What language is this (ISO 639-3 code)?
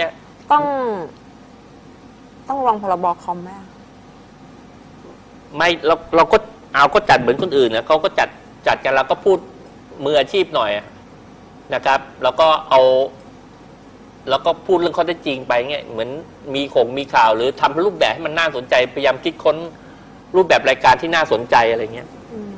tha